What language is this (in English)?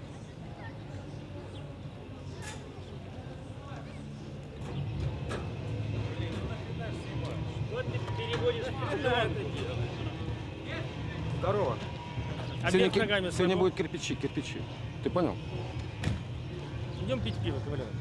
Russian